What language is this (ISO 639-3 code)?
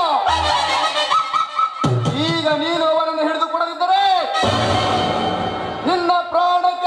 kan